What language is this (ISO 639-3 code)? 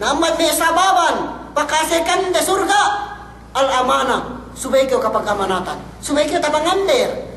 yka